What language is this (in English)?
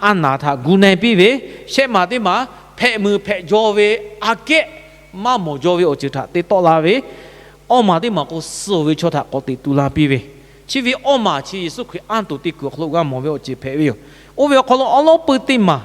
Lahu